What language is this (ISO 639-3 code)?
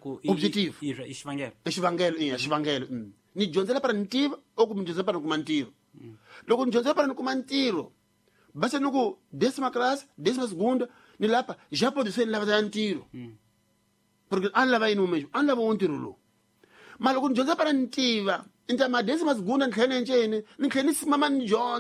tso